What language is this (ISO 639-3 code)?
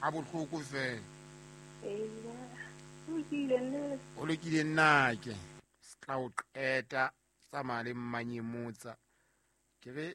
sot